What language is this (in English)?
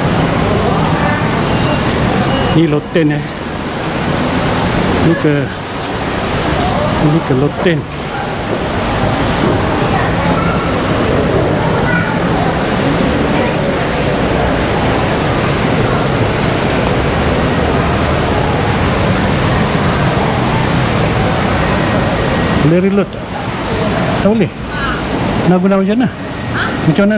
Malay